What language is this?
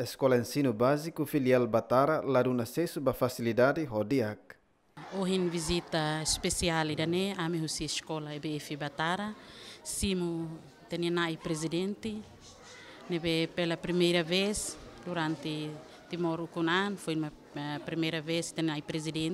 Tetum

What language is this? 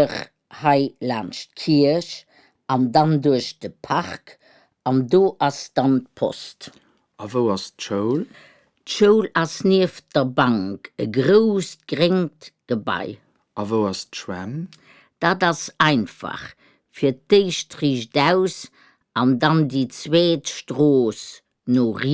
Luxembourgish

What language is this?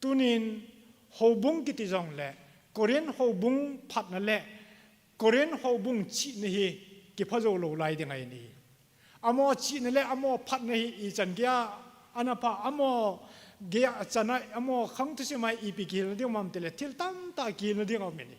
Thado Chin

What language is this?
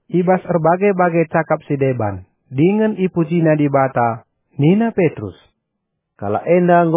Batak Karo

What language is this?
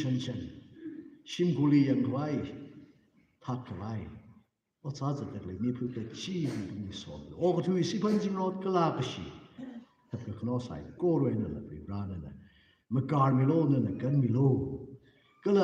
Tangkhul Naga (India)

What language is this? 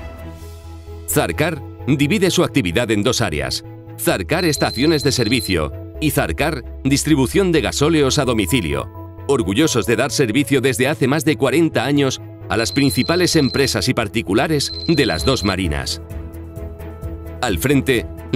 Spanish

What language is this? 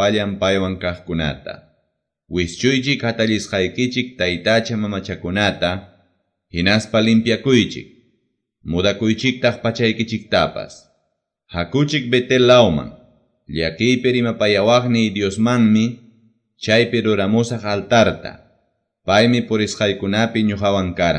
Quechua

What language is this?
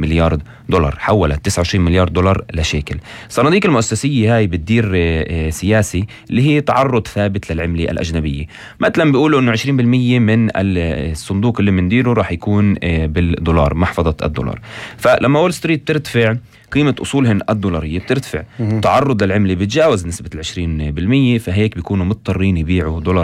North Levantine Arabic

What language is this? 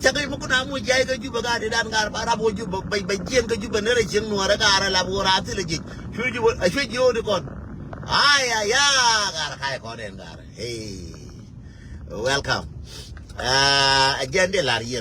Nuer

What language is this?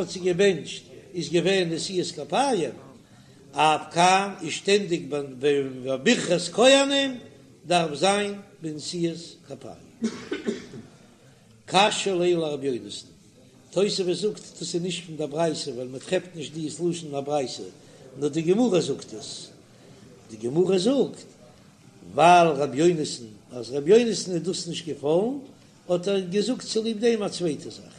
Yiddish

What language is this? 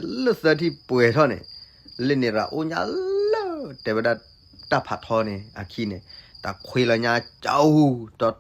S'gaw Karen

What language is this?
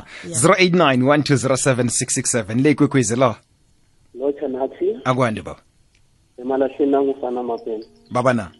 South Ndebele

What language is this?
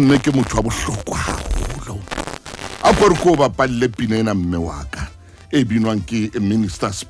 Southern Sotho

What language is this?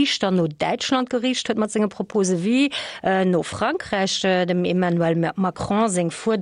Luxembourgish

